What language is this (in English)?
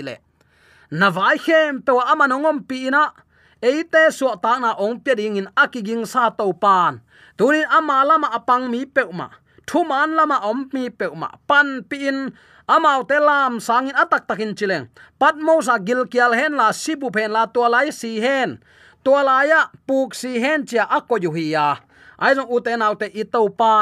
Tedim Chin